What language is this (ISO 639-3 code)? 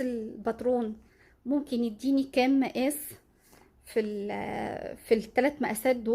arz